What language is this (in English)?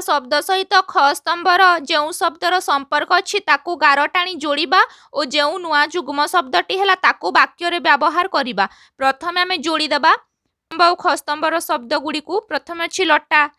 Odia